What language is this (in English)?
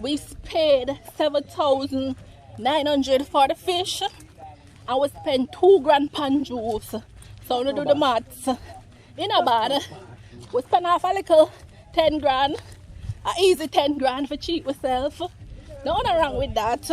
Jamaican Creole English